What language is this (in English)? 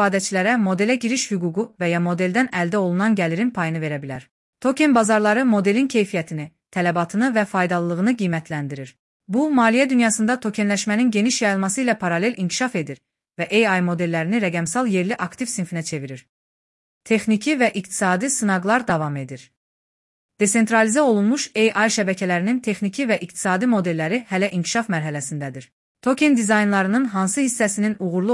Azerbaijani